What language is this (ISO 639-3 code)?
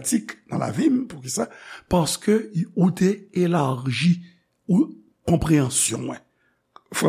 hat